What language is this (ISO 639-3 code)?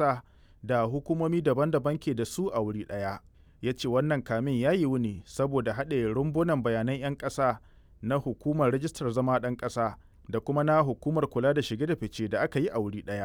hau